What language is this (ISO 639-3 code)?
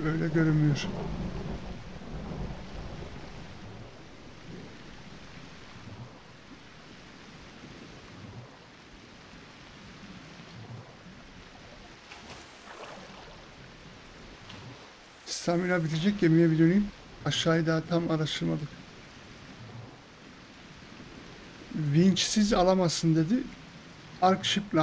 tur